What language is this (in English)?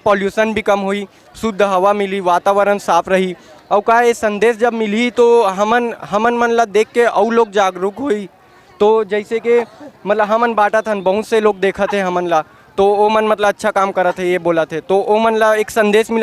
Chhattisgarhi